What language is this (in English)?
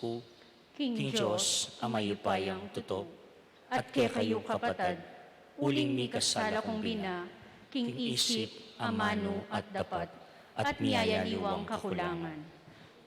Pampanga